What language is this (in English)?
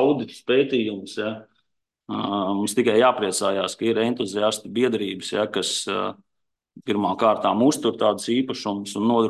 Latvian